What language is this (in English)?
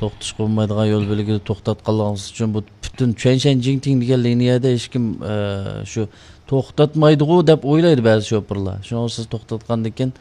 Uyghur